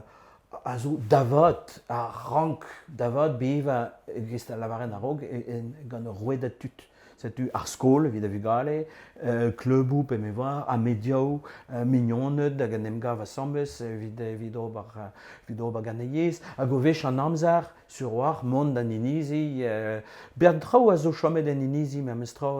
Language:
Breton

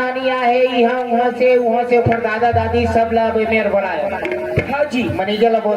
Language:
Chhattisgarhi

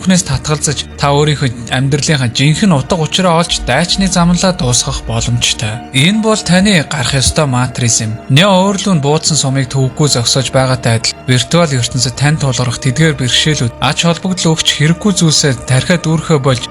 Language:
Mongolian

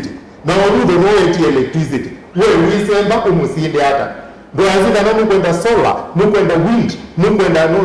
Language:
Kamba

